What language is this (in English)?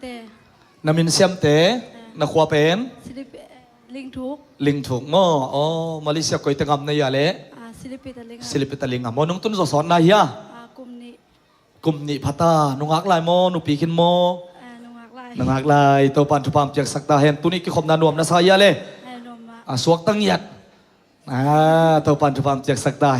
Tedim Chin